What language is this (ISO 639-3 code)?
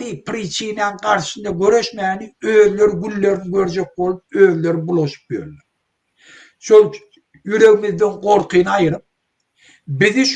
tuk